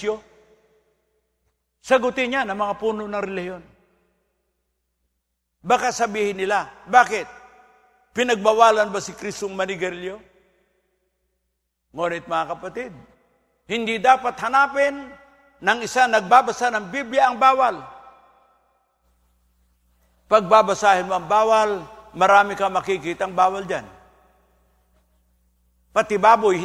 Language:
Filipino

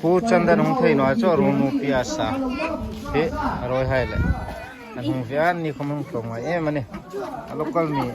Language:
Hmar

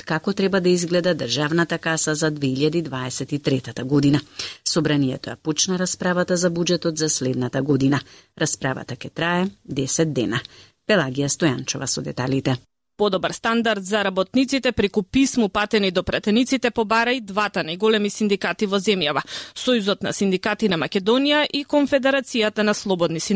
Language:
Macedonian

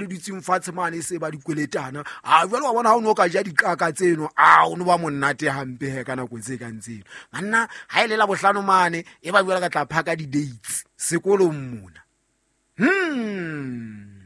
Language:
Southern Sotho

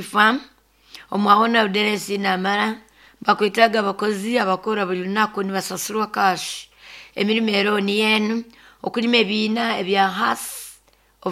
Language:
Nyoro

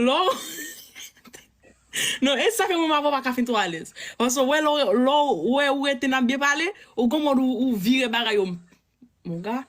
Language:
Haitian Creole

